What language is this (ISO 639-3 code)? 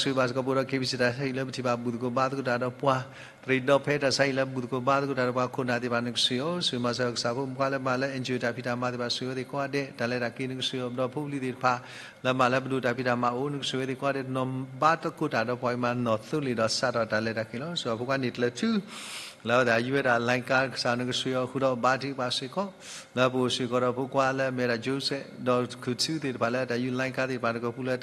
ksw